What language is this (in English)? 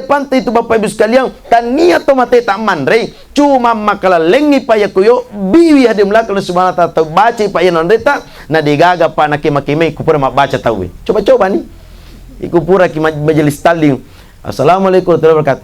Buginese